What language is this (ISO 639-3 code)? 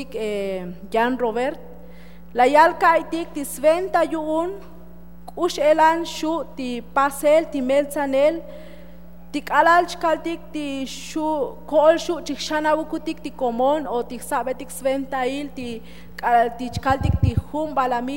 tzo